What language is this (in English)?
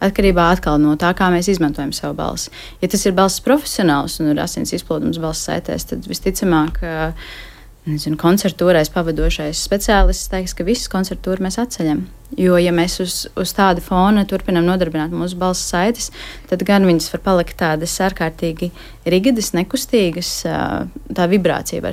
Latvian